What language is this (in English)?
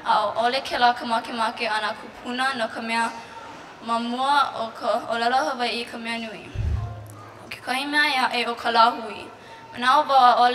Hawaiian